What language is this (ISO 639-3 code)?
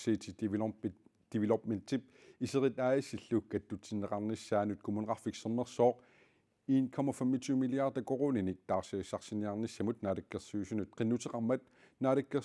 kal